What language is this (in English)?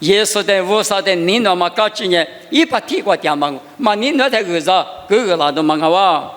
Lisu